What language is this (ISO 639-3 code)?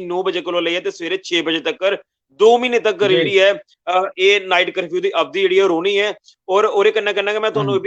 doi